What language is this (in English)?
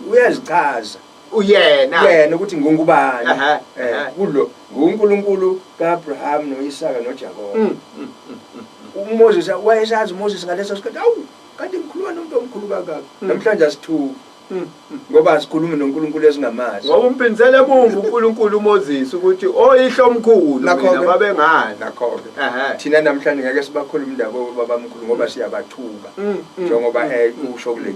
Zulu